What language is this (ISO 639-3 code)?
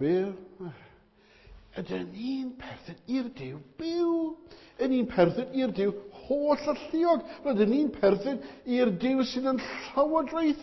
cym